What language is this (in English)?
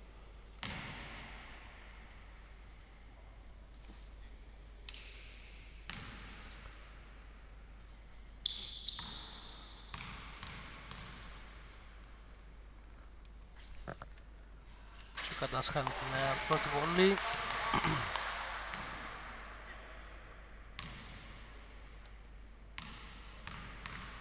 Greek